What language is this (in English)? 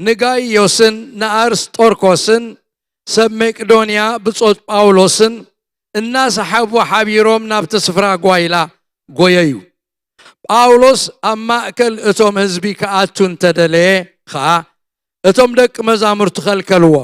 Tigrinya